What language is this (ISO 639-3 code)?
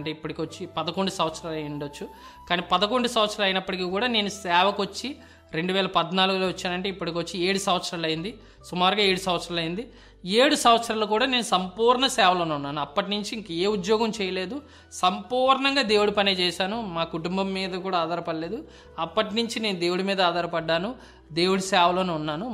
tel